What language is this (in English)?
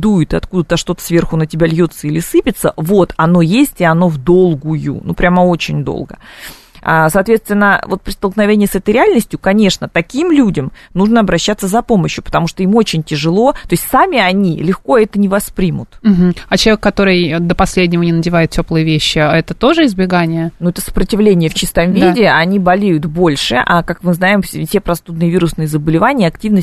Russian